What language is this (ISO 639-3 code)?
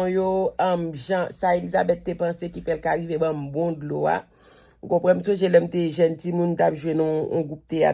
hat